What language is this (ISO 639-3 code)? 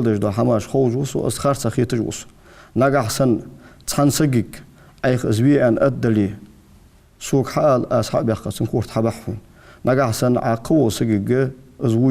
inh